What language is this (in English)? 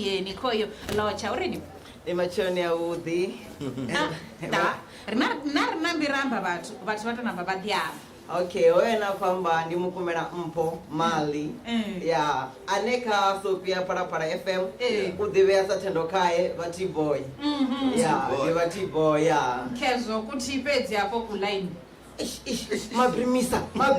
Venda